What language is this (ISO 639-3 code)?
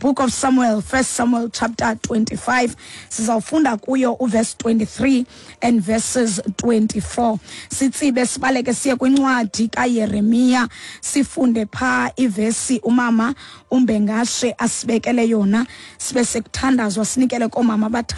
xho